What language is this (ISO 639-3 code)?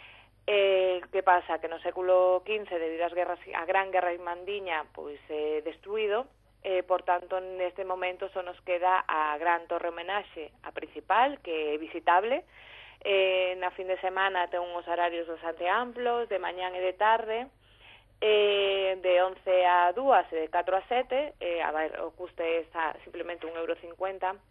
glg